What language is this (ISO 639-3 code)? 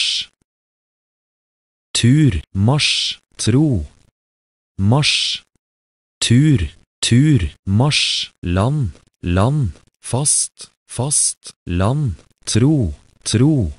nor